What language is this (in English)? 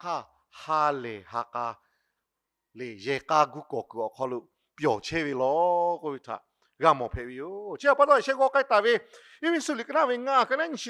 Lahu